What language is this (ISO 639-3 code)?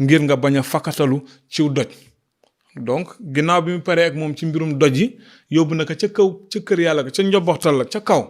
wol